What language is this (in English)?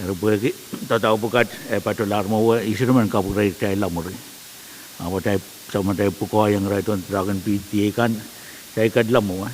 Pohnpeian